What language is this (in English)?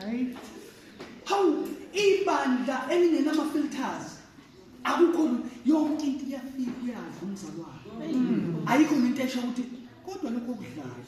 Zulu